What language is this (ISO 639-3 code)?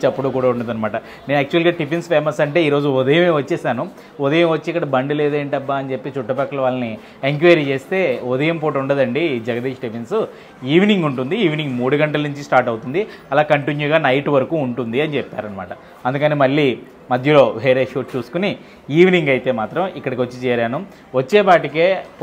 tel